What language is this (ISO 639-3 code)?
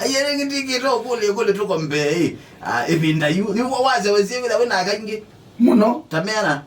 kam